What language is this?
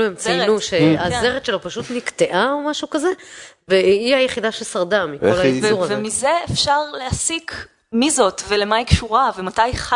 Hebrew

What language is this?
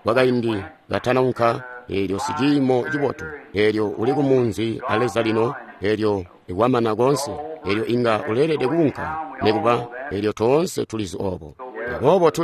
Tonga (Zambia)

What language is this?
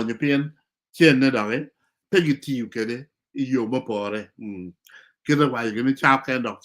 Acoli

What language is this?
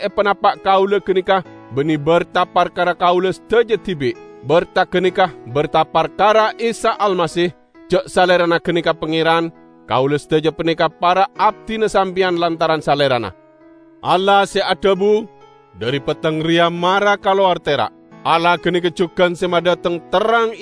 Madurese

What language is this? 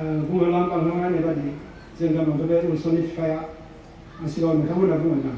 Bodo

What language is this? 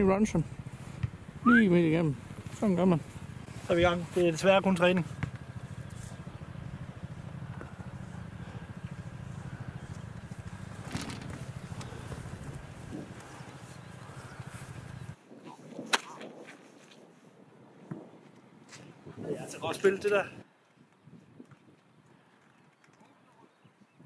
Danish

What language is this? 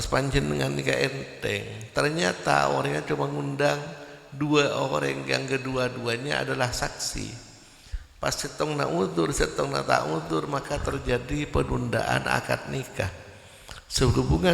Madurese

